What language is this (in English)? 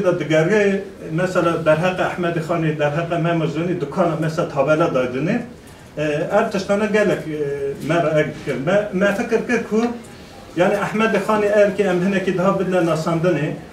Kurdish